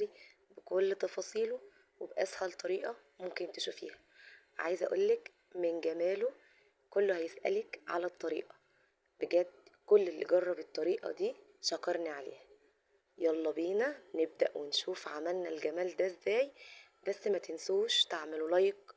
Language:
Egyptian Arabic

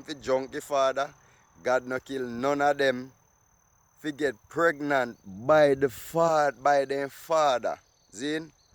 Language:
Jamaican Creole English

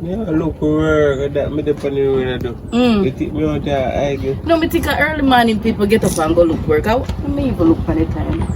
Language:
Jamaican Creole English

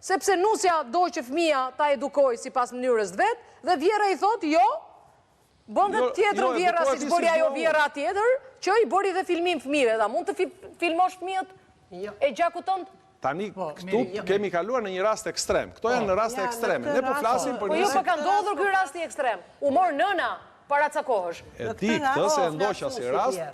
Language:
Albanian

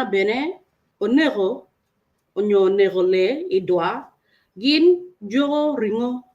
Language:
Acoli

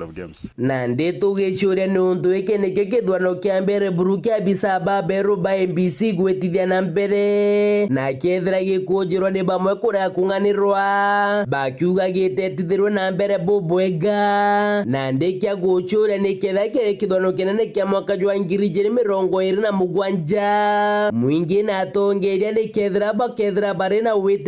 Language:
Meru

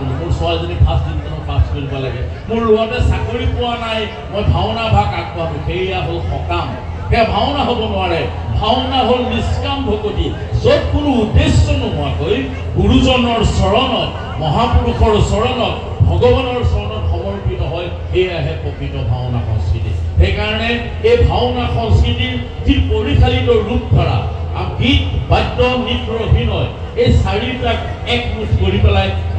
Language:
Assamese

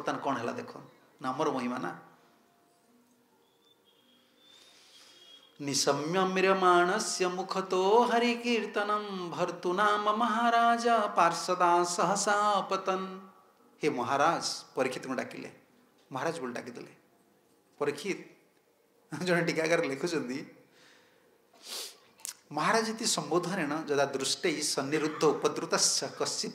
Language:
Odia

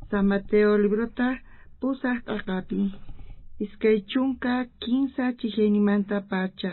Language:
South Bolivian Quechua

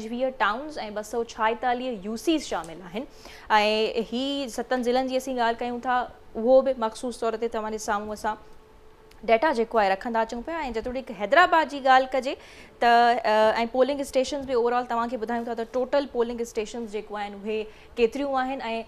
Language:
Sindhi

